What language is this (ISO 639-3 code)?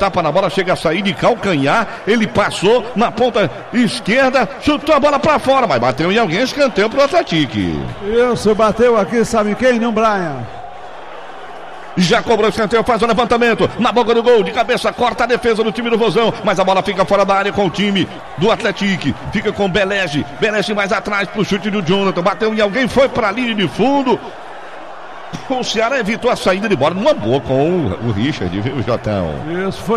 por